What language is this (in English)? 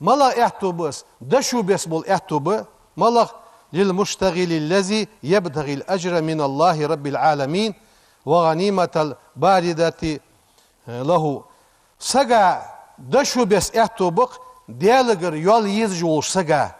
Ingush